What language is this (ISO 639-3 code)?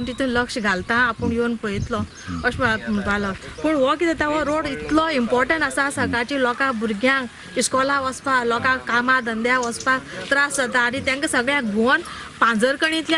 kok